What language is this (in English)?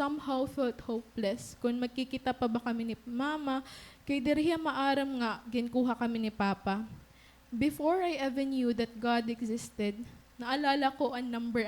Waray